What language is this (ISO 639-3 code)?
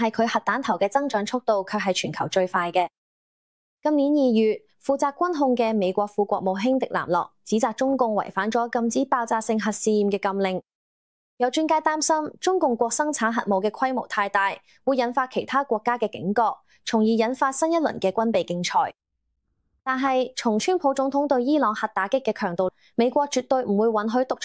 yue